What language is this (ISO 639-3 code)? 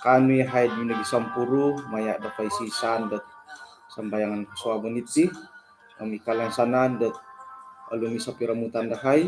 dtp